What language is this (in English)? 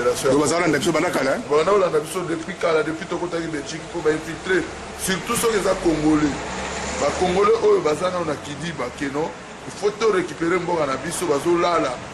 Lingala